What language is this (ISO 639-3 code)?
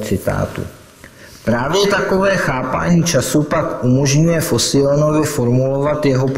ces